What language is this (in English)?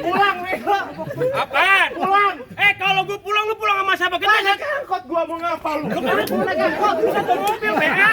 Betawi